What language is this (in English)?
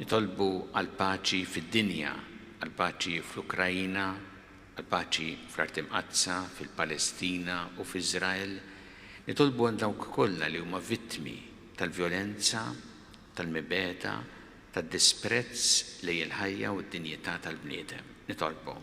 Maltese